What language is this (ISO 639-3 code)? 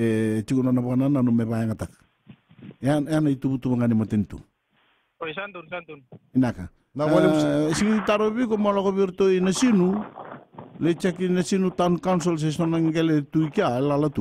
fij